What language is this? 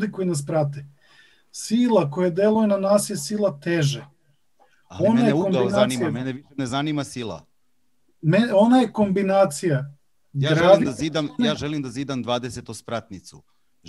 Serbian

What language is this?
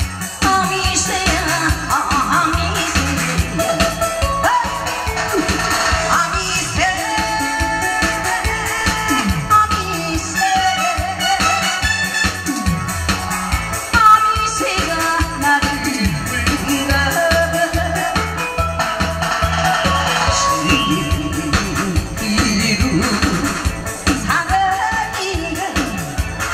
Korean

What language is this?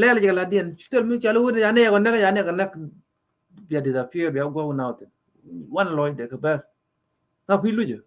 Nuer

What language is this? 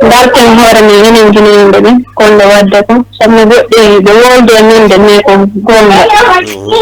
Fula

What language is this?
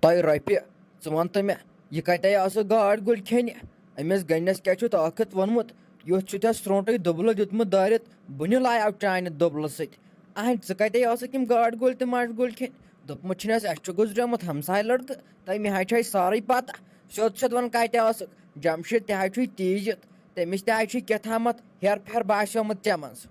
Kashmiri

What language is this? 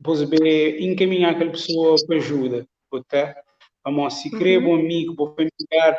Kabuverdianu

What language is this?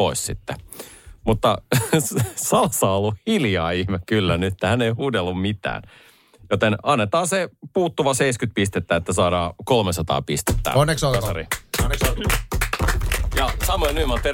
Finnish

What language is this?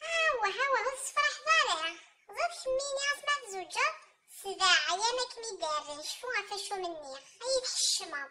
Kabyle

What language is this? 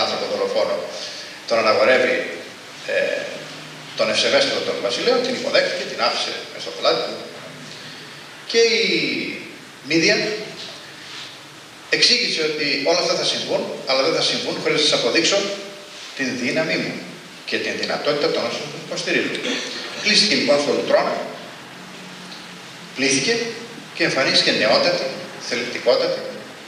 Greek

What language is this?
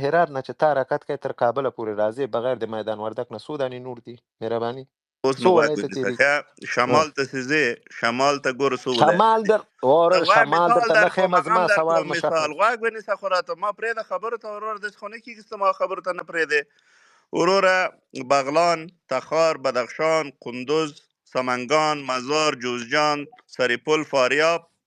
Pashto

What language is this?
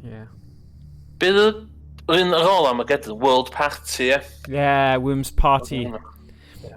Welsh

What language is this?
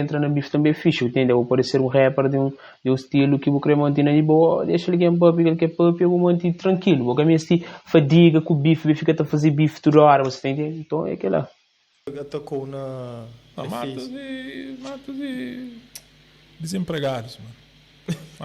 Kabuverdianu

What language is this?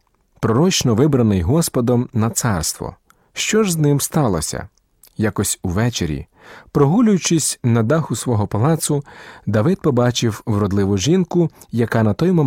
Ukrainian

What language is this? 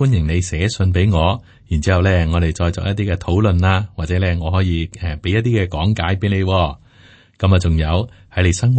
Cantonese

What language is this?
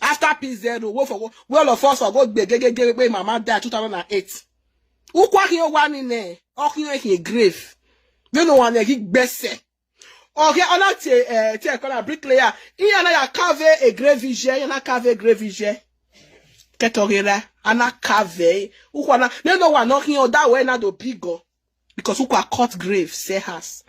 Nigerian Pidgin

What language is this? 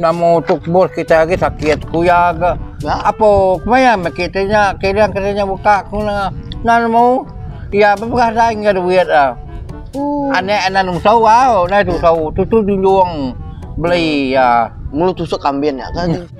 Iban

